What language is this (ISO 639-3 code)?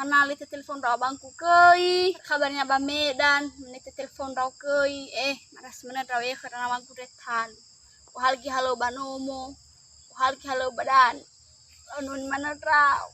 nia